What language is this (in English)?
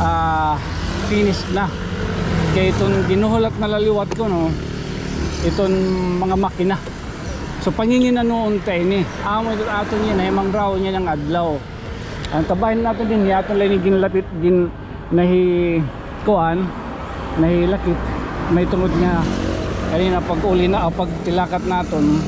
Waray